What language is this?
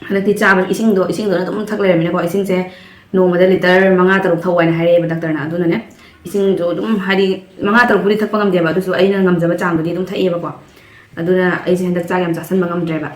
Manipuri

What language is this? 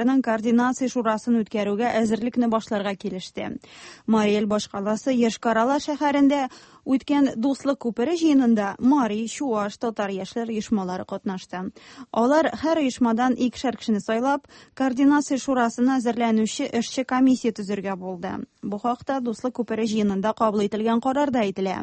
Tatar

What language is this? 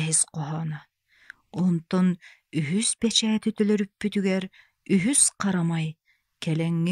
Yakut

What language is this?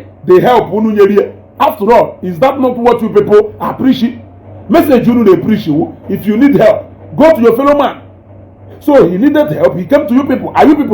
Igbo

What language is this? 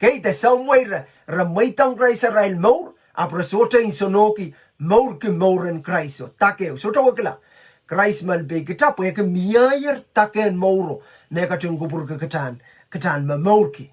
Pohnpeian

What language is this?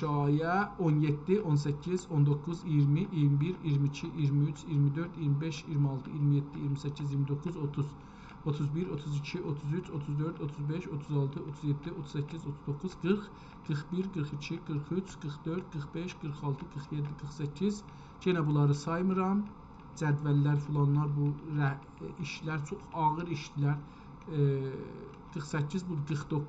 South Azerbaijani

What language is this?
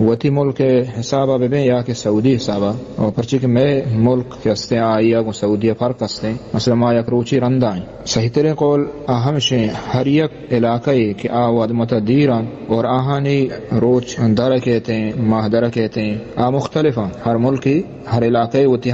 Baluchi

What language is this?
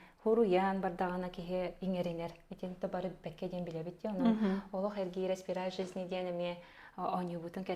Yakut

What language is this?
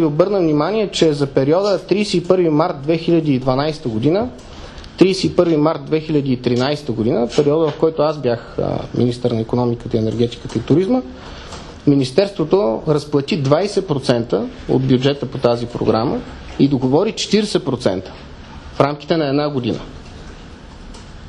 Bulgarian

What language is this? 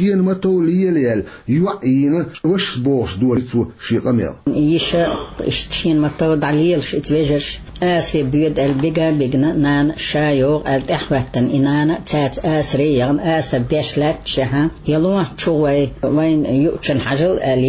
Chechen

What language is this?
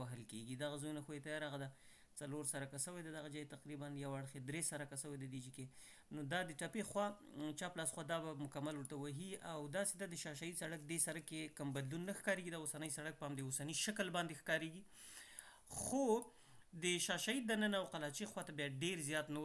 Pashto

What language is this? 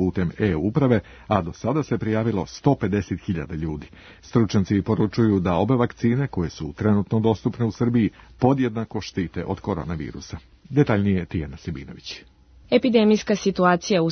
Serbian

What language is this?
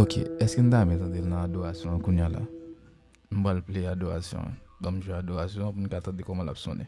Haitian Creole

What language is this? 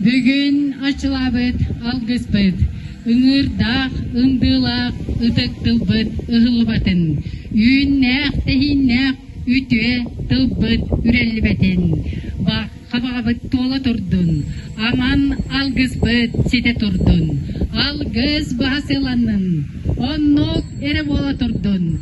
Yakut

